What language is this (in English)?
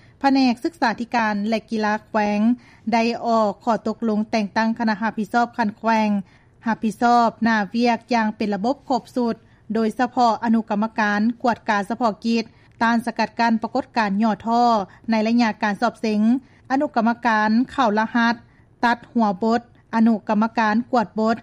Lao